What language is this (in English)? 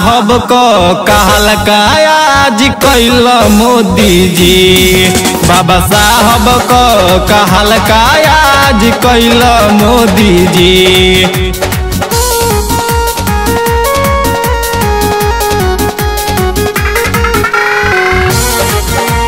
Bhojpuri